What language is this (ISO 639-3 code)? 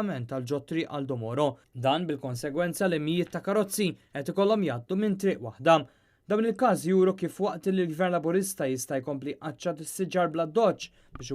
mlt